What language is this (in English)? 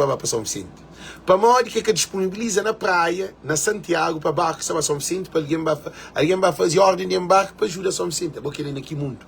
Kabuverdianu